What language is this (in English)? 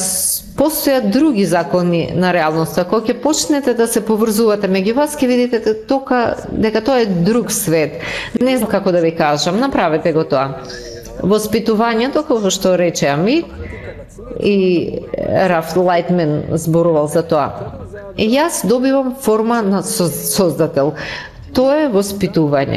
Macedonian